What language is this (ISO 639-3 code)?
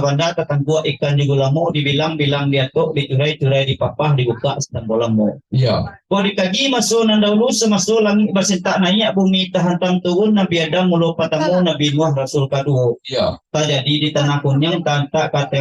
min